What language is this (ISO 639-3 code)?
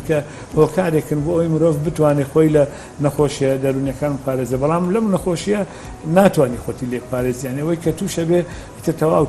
ckb